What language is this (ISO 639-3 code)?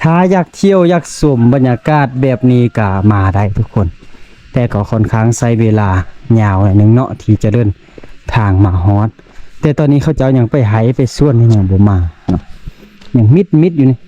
lao